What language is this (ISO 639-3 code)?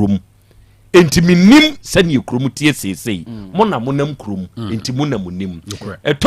aka